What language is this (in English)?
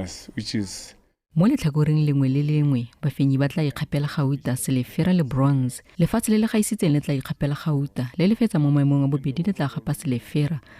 Tswana